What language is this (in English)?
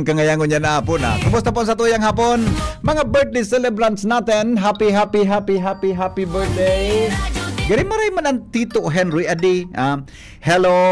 Bikol